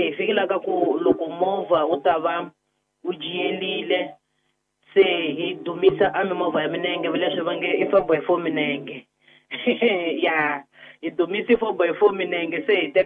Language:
Tsonga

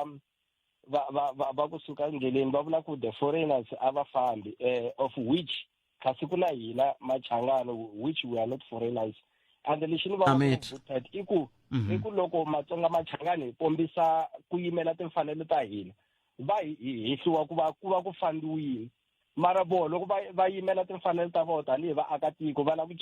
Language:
Tsonga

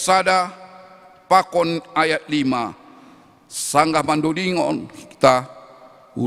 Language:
Batak Simalungun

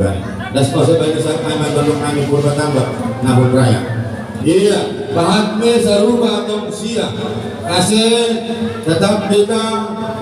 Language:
Batak Simalungun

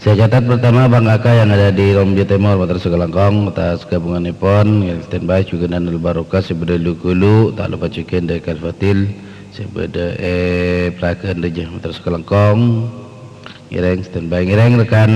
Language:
Madurese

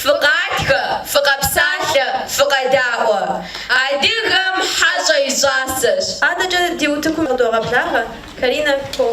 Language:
Kabardian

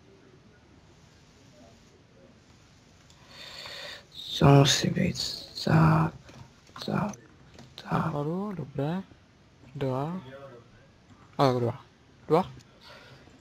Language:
Czech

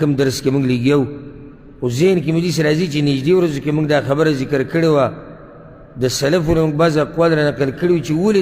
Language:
Pashto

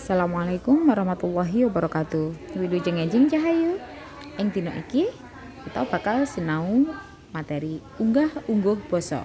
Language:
Javanese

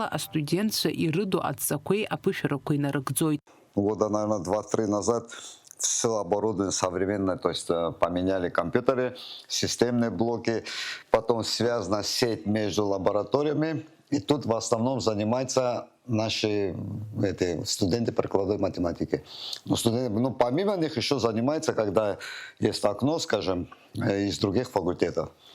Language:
Abkhazian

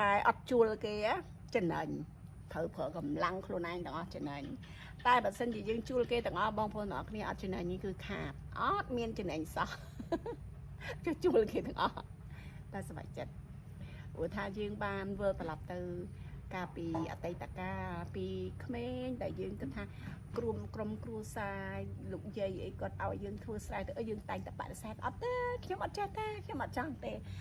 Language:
Khmer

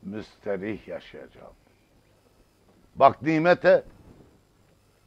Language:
Turkish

